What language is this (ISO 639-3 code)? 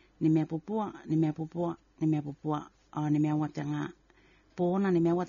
gil